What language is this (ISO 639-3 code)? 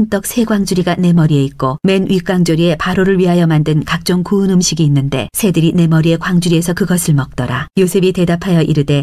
kor